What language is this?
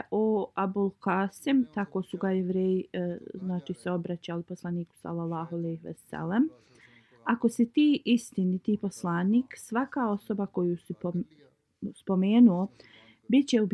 Bosnian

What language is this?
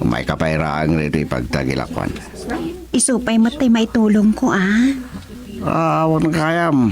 Iloko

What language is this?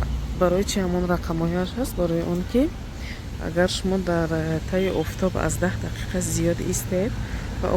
Tajik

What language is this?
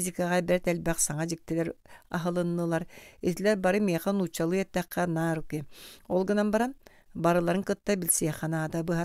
Yakut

